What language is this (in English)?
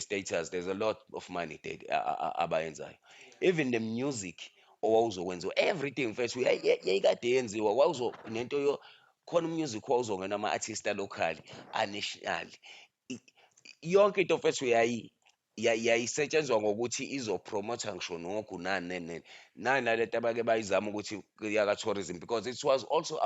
Zulu